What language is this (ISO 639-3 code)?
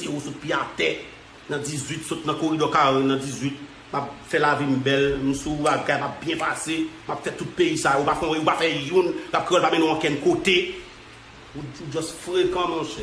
hat